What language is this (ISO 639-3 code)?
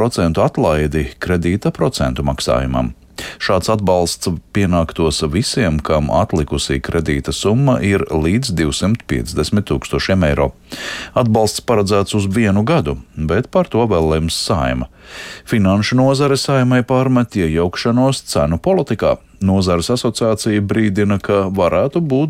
lav